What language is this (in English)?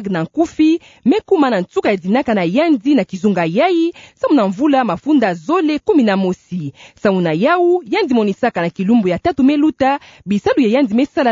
Kituba (Democratic Republic of Congo)